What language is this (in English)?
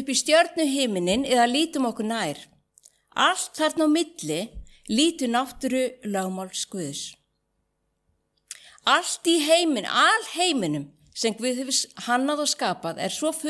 Icelandic